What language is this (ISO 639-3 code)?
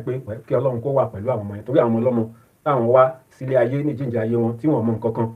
yor